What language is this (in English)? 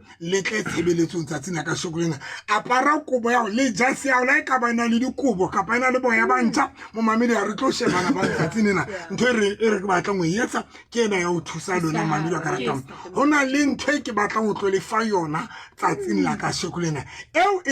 Southern Sotho